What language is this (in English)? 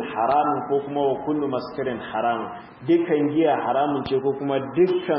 Hausa